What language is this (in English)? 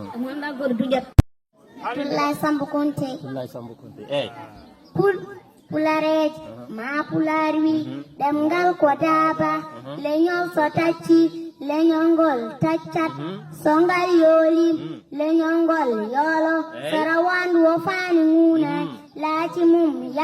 Fula